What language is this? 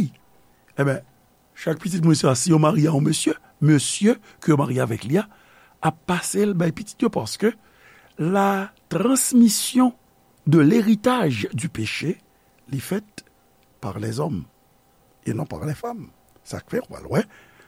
Haitian Creole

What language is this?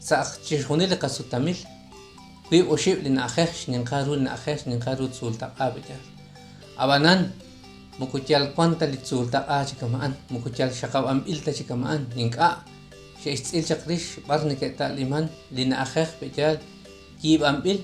Kekchí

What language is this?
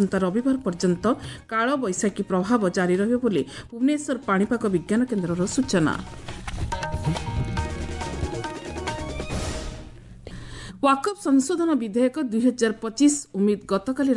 Odia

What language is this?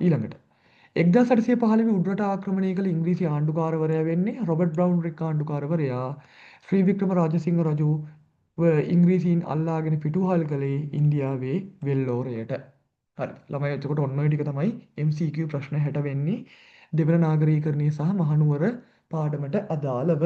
Sinhala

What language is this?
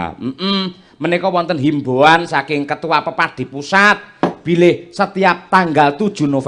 Javanese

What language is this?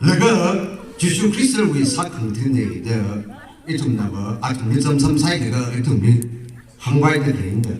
Tangkhul Naga (India)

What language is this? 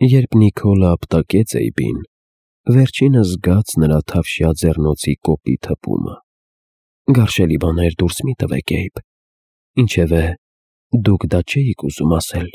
Armenian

